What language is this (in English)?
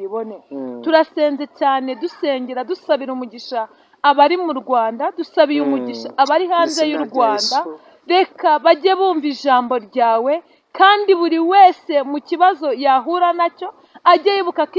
Kinyarwanda